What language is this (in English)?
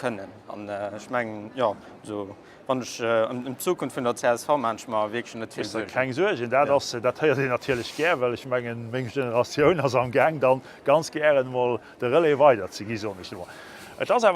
Luxembourgish